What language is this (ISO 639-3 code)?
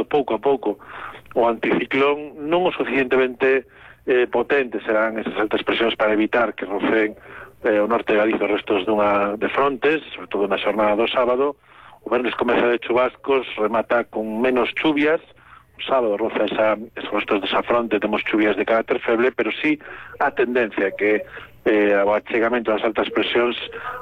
glg